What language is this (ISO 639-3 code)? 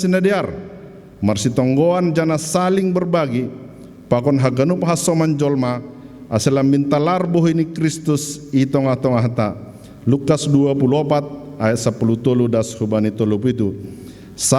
bts